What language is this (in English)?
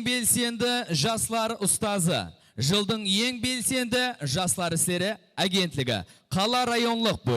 Kara-Kalpak